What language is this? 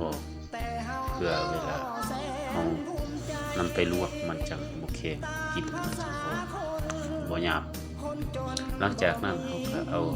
Lao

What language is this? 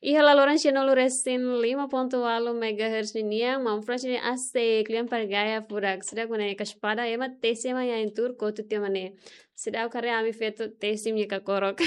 Tetum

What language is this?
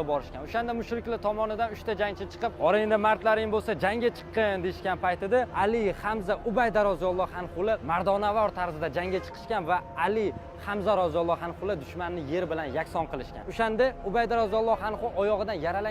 Uzbek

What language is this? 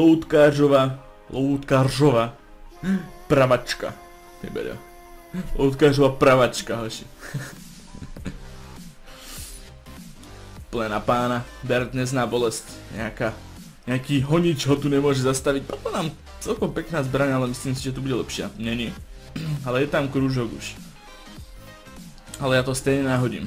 Slovak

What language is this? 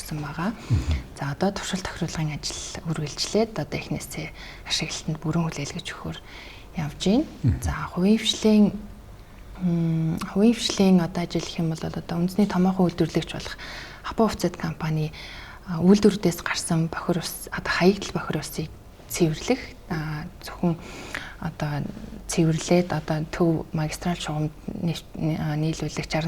Mongolian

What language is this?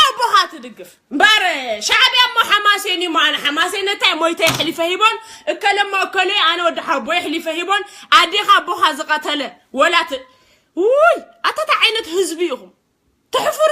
Tigrinya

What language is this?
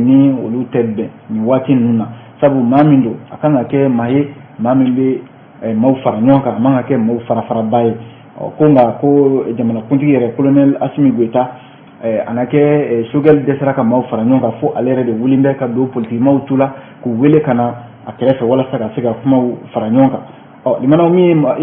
Bambara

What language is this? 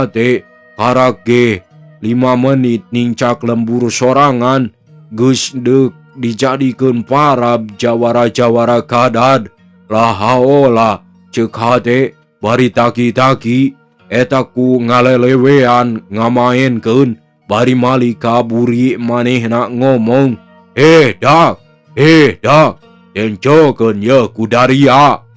Sundanese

